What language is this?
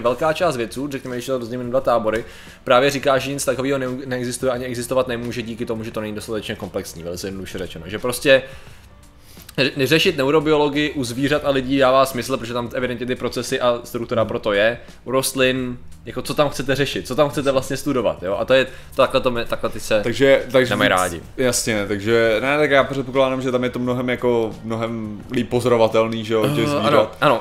Czech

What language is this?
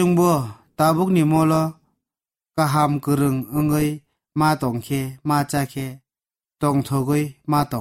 Kok Borok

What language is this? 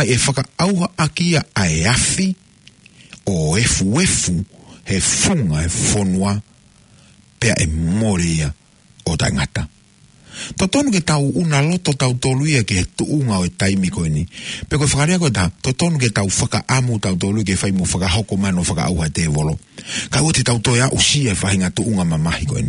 Tongan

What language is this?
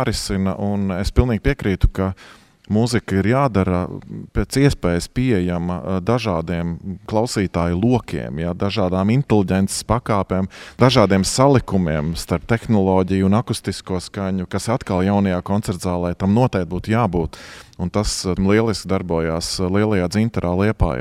Latvian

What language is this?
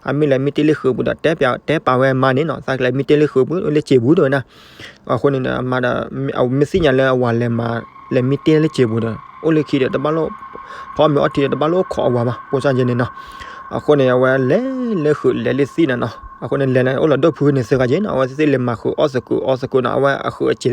S'gaw Karen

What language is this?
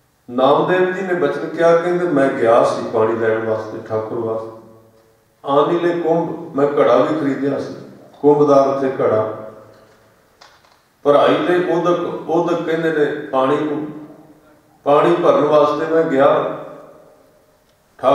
Punjabi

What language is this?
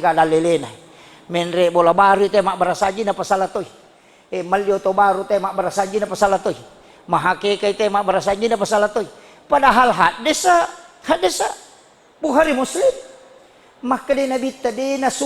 Buginese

